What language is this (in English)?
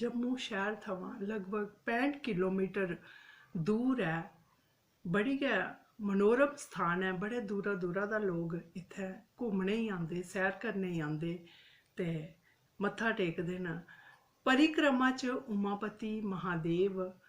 Dogri